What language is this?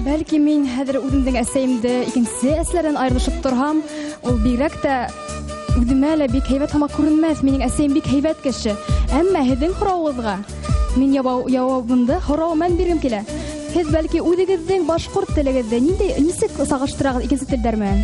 Bashkir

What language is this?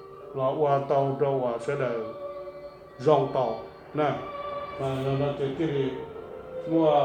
Hmong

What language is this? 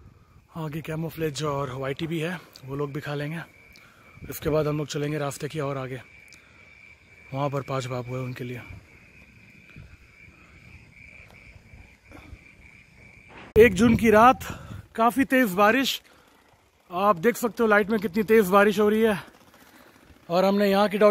Hindi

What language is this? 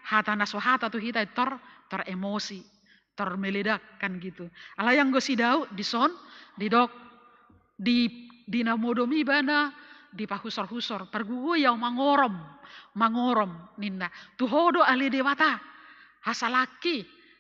Batak Toba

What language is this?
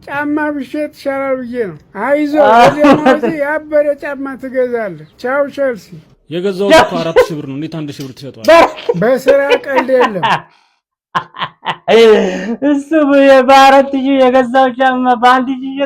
Amharic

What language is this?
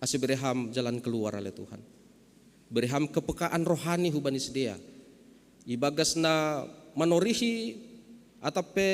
Batak Simalungun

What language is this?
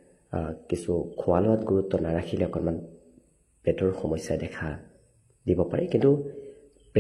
Assamese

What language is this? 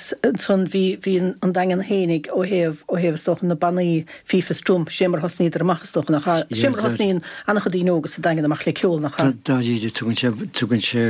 Irish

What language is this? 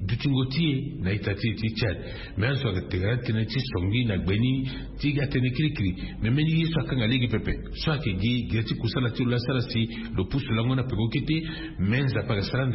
Sango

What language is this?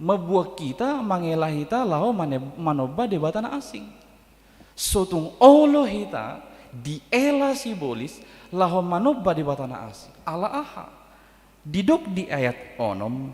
Batak Toba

